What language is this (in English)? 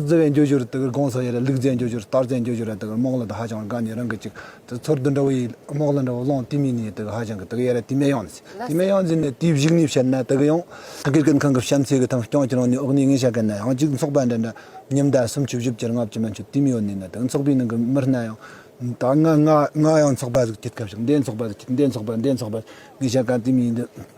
Tibetan